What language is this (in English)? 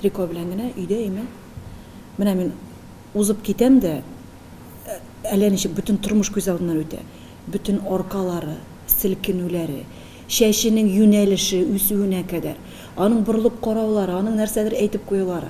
Tatar